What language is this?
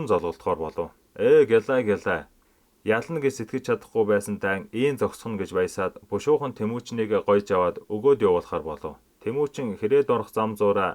Mongolian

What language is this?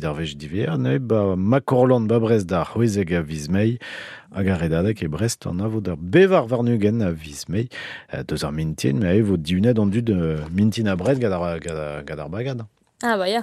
Breton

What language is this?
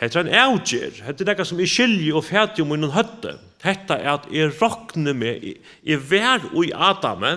Faroese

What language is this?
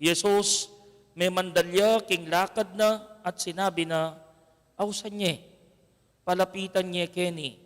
Pampanga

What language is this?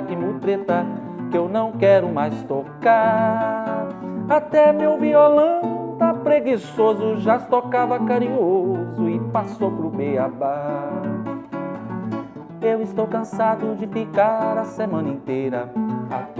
Portuguese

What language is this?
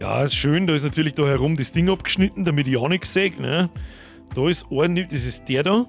Bavarian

